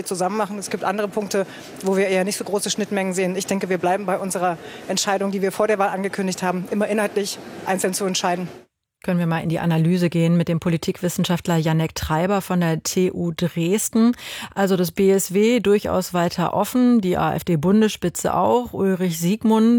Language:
German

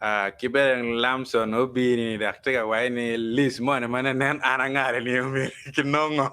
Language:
Acoli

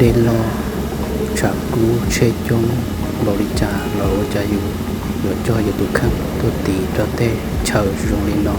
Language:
Hmong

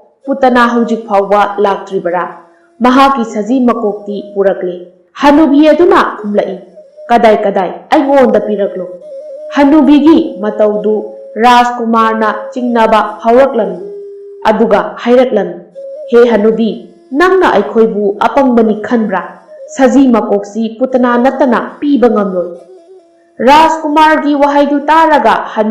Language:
Manipuri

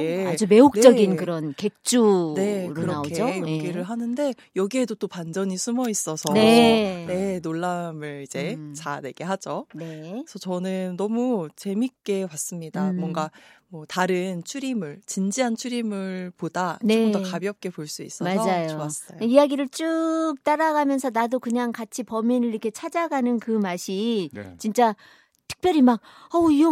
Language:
Korean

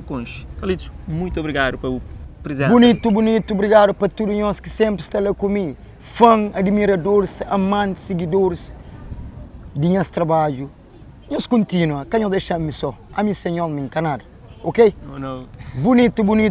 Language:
Kabuverdianu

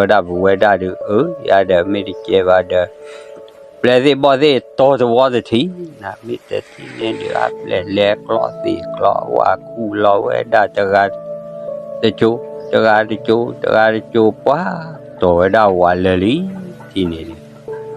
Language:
S'gaw Karen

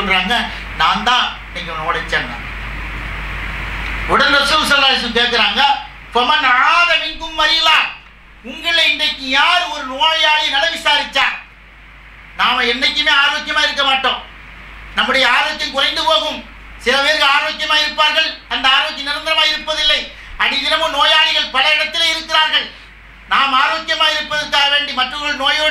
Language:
Tamil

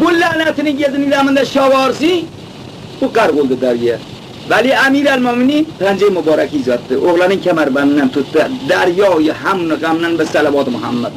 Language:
Khorasani Turkish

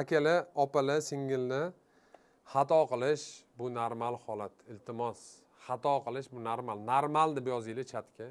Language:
Uzbek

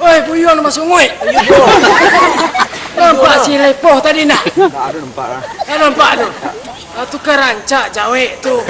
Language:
Minangkabau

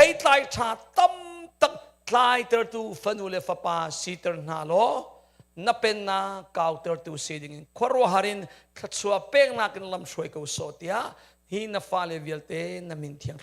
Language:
Hakha Chin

